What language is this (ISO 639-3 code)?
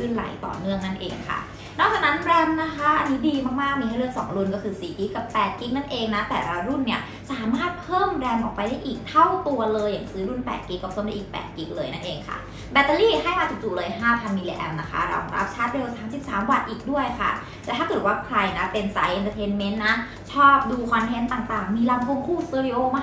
tha